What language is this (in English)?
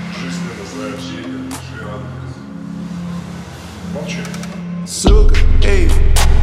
Russian